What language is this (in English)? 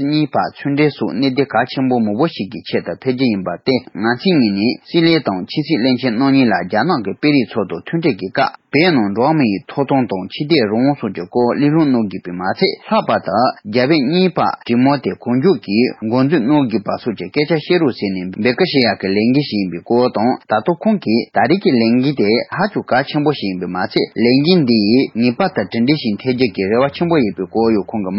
Tibetan